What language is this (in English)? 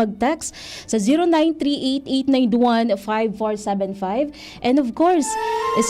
Bikol